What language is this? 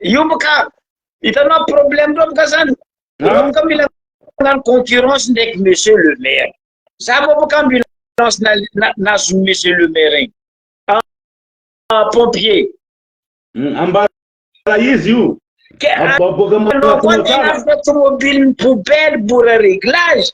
Malagasy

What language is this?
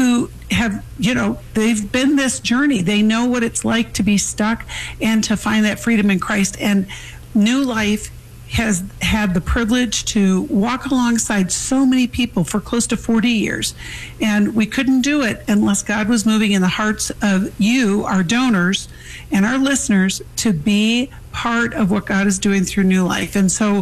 English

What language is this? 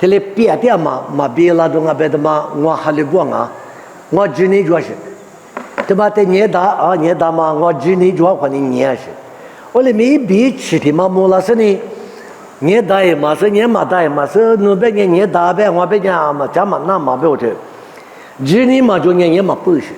Lisu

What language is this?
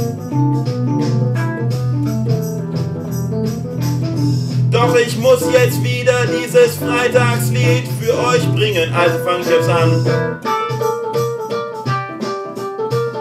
German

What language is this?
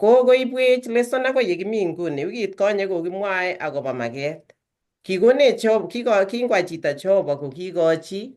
Kalenjin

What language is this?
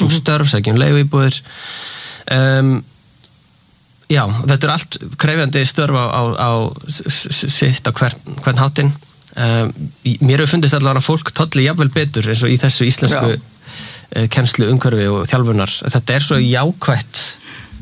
Icelandic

